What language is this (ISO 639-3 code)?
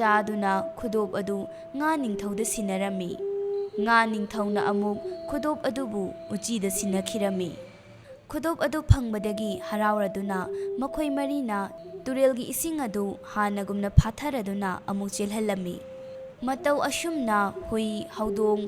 mni